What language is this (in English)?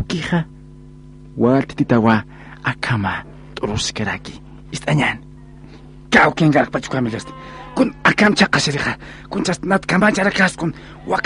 Aymara